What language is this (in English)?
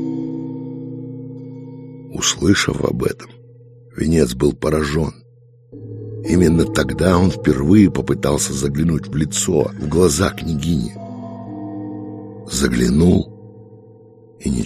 Russian